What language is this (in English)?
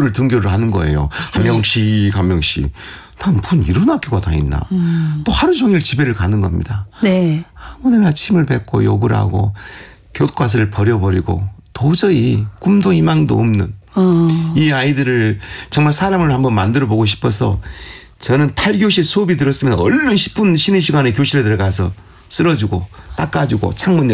Korean